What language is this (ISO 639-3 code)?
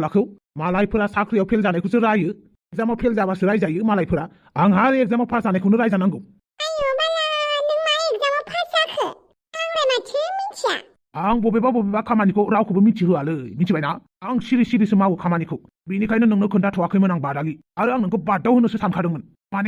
brx